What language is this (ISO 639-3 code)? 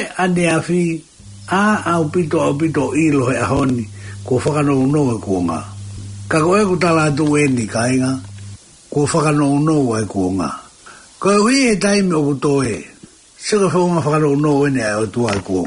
ton